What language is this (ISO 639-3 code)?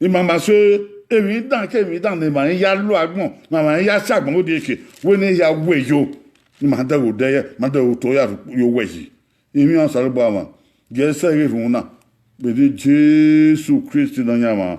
bin